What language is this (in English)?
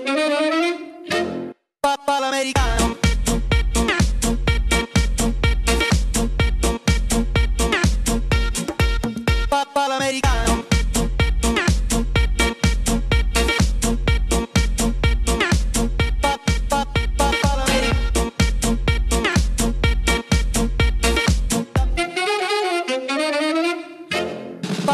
Dutch